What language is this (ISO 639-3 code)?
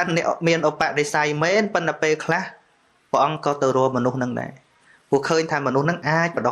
khm